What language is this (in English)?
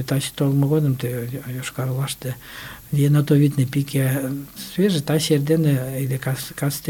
Mari